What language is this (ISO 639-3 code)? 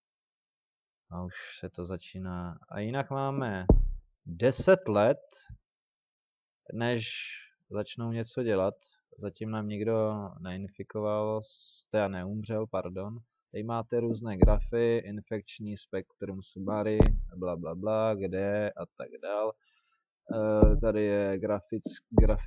ces